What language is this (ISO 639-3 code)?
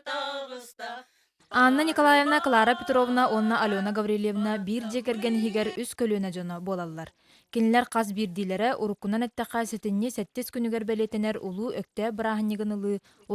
sah